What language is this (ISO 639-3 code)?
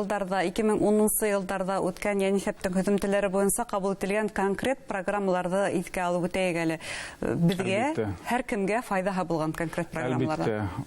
bak